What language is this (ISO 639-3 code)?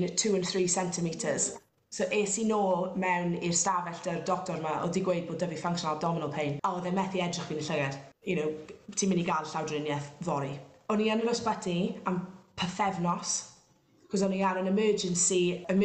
cym